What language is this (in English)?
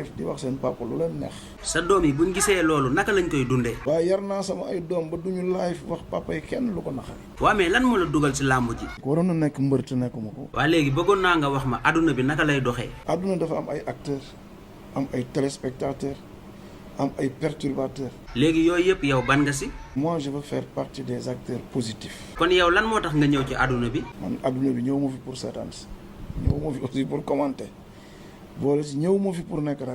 Wolof